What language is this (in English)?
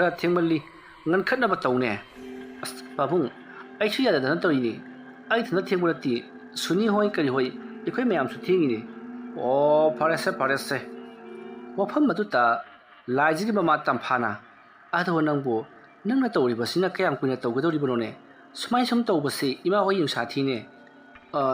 Manipuri